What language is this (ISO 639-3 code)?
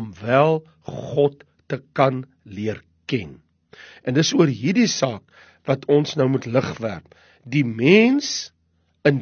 afr